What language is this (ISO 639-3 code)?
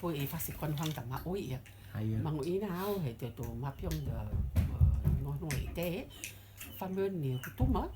rtm